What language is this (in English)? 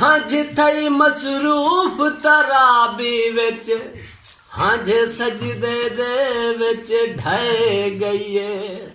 Saraiki